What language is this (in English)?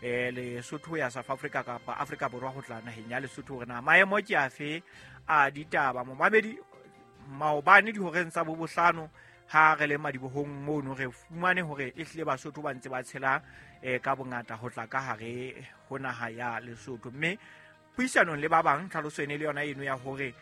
Southern Sotho